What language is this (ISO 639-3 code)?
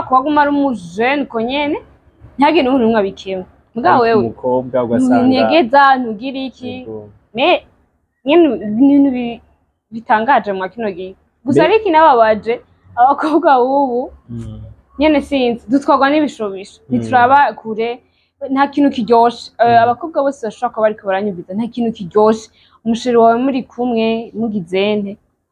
run